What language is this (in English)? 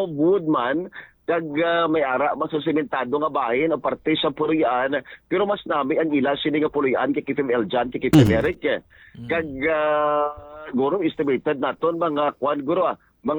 Hiligaynon